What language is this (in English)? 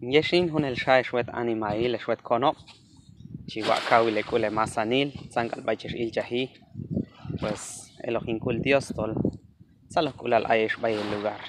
Q'anjob'al